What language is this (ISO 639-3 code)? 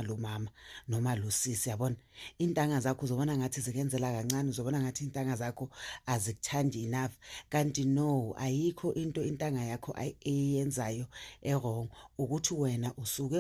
zul